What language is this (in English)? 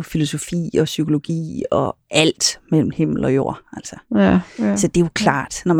Danish